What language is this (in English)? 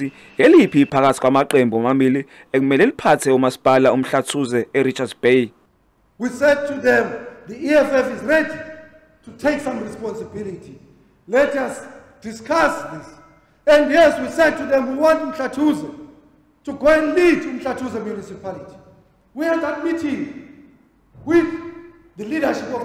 Zulu